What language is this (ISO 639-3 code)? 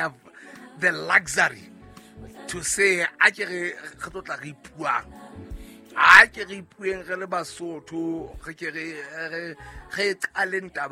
sot